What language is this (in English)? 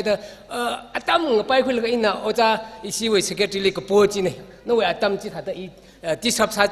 Tangkhul Naga (India)